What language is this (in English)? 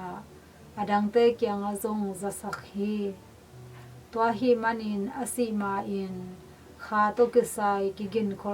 Tedim Chin